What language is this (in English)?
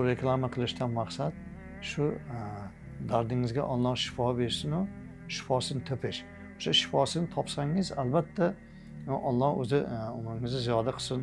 Uzbek